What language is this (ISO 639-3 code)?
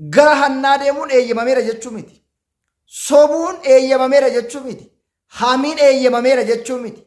orm